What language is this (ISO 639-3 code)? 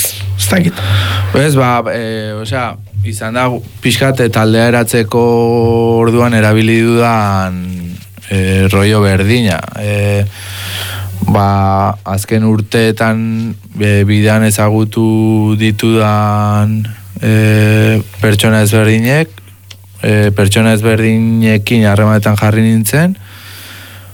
eus